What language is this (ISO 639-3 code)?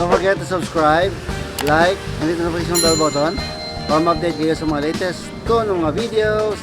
hil